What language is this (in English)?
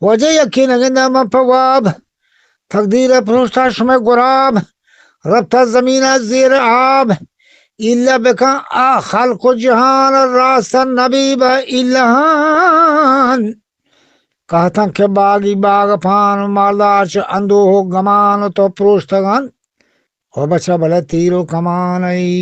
Eastern Balochi